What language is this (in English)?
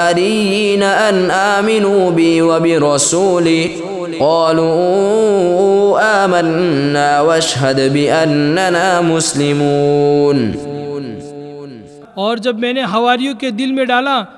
Urdu